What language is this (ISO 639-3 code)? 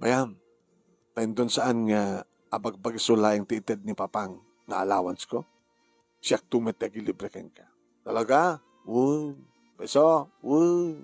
ilo